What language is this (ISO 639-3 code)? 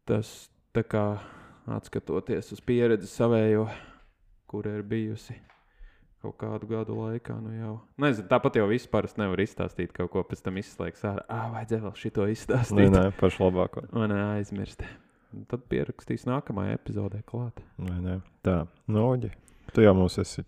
lav